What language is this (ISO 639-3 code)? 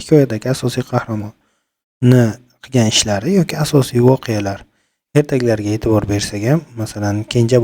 uzb